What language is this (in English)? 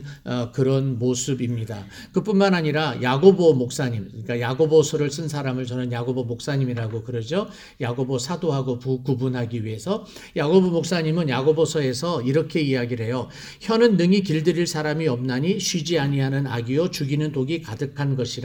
Korean